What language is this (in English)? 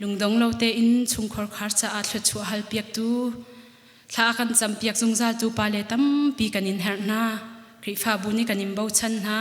Hakha Chin